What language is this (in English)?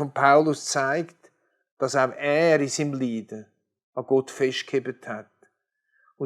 Swiss German